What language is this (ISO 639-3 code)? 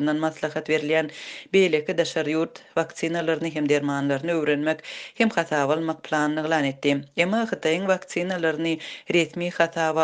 tuk